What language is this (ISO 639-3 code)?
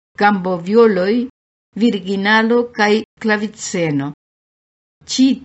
epo